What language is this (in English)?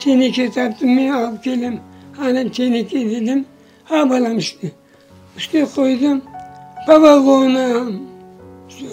Crimean Tatar